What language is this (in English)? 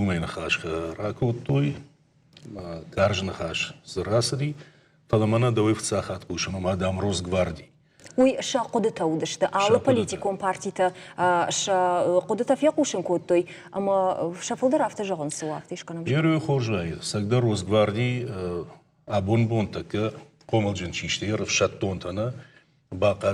Ossetic